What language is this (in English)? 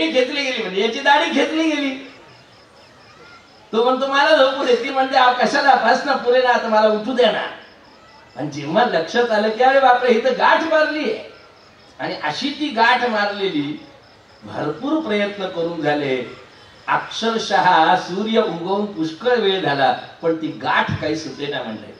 Marathi